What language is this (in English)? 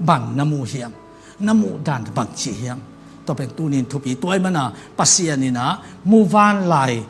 Tedim Chin